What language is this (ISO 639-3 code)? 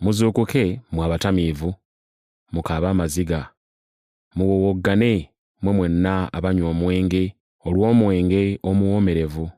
lug